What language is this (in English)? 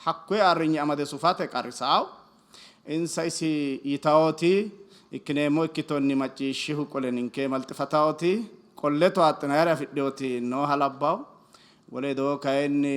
Sidamo